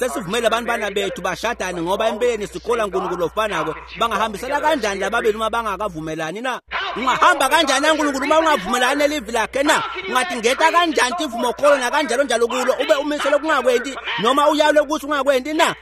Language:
Swati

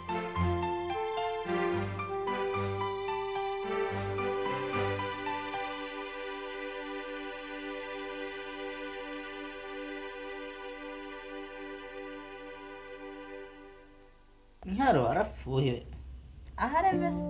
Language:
Divehi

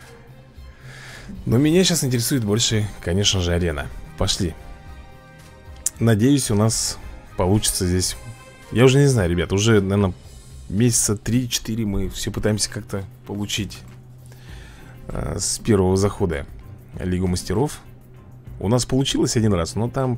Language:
Russian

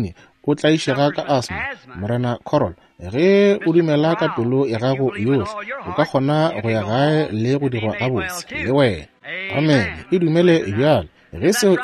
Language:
Northern Sotho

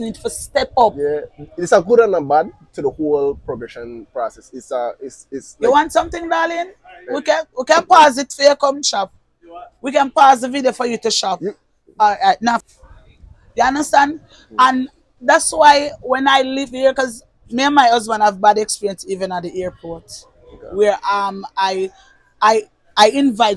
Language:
Jamaican Creole English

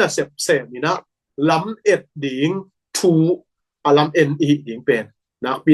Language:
Tedim Chin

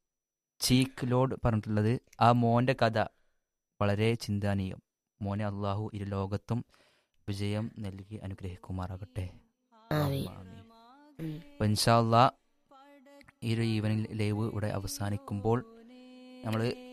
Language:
Malayalam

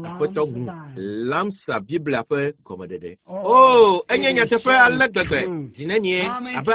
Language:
Ewe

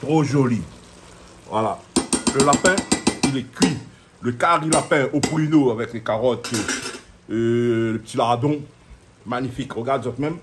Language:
Réunion Creole French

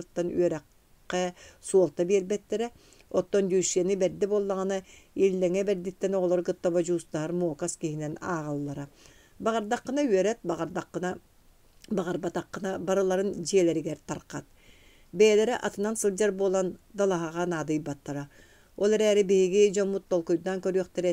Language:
Yakut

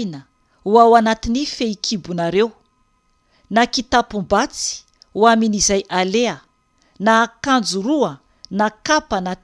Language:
Malagasy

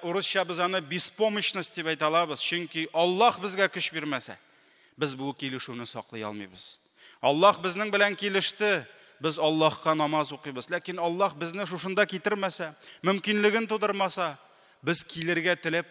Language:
Tatar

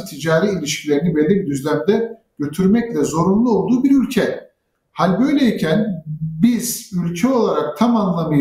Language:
Turkish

